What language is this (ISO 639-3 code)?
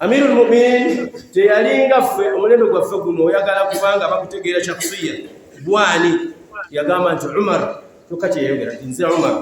lug